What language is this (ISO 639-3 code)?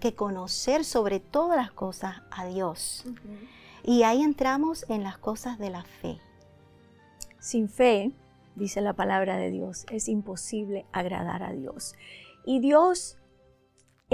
spa